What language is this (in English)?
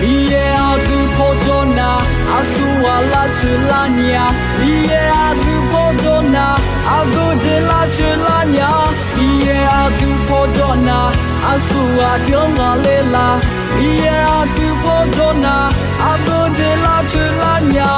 Akha